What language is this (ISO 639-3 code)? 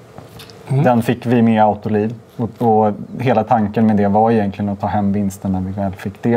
swe